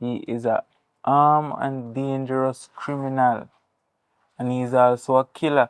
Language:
Jamaican Creole English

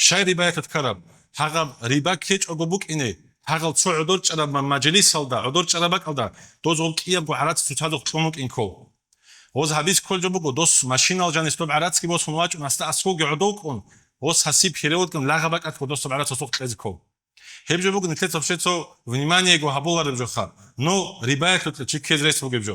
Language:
Avaric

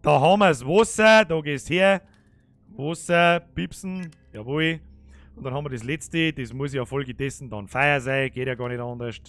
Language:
Bavarian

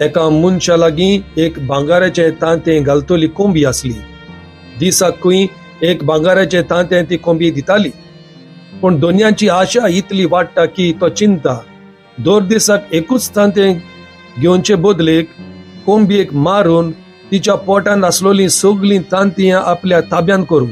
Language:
Konkani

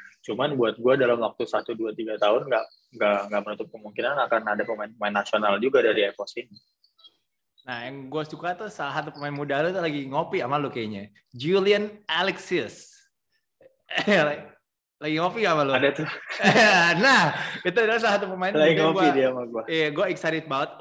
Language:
Indonesian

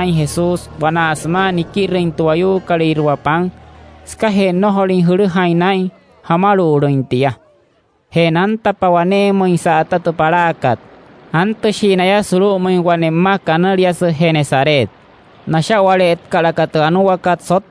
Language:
Wayuu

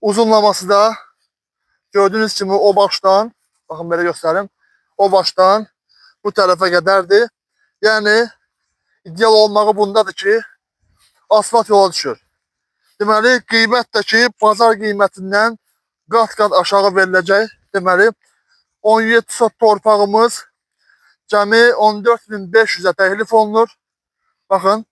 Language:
Azerbaijani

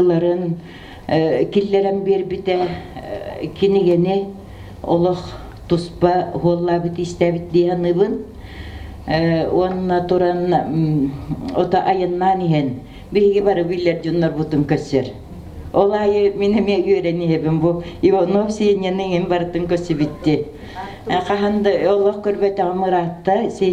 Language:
Yakut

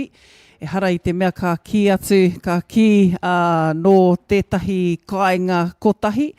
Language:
Māori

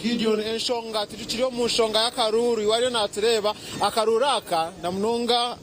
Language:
Nyankole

